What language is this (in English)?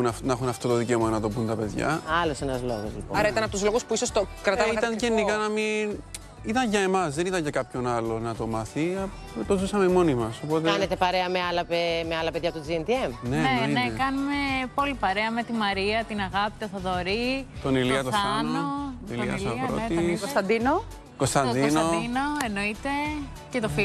Greek